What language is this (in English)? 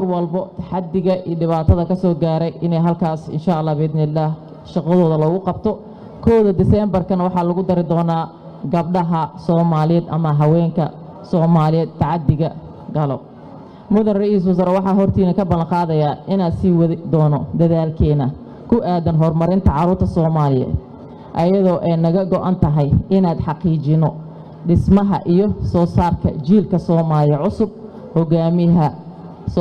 Somali